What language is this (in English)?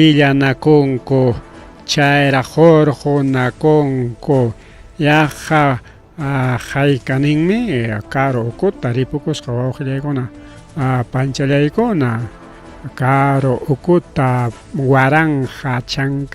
Ayacucho Quechua